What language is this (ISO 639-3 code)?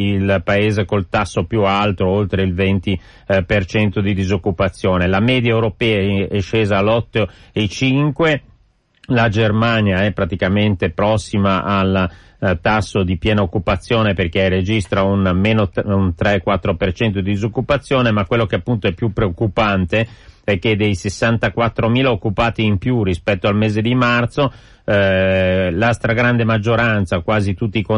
ita